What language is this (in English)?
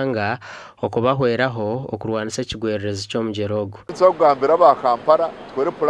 Nyankole